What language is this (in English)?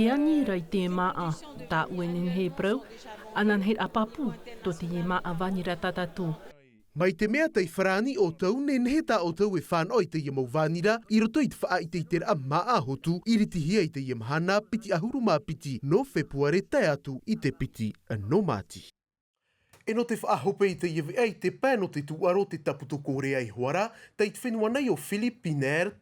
Tahitian